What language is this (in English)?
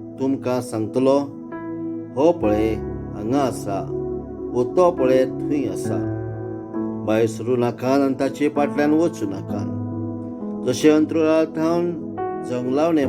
Konkani